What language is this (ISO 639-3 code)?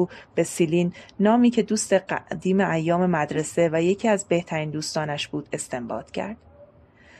fas